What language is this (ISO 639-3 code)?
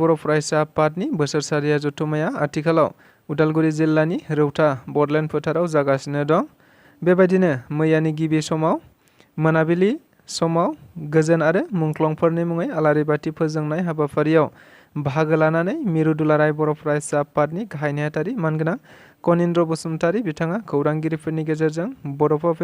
brx